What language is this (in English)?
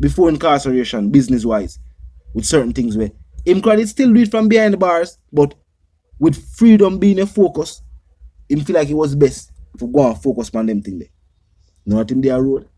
Jamaican Creole English